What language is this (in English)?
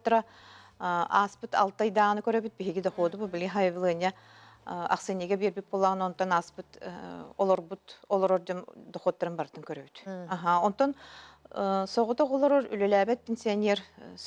Yakut